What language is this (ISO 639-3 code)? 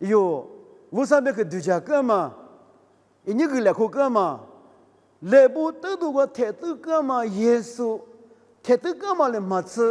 lis